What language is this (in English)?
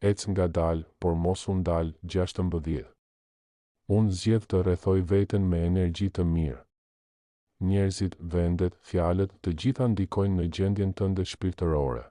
Albanian